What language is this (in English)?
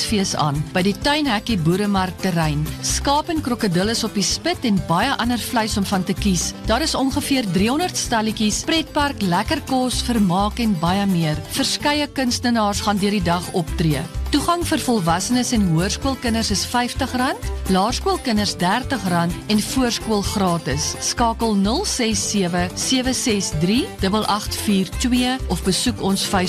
Afrikaans